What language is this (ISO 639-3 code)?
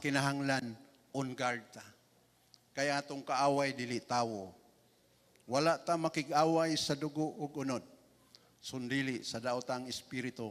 ceb